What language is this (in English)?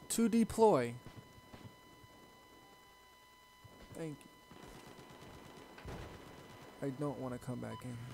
English